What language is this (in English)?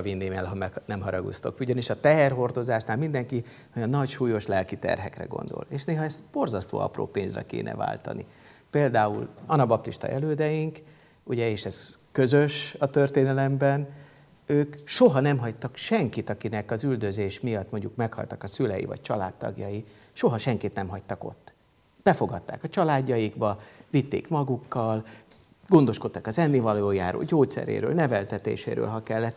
Hungarian